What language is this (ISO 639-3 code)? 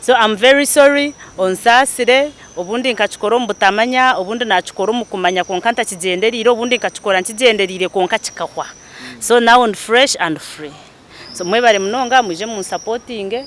nyn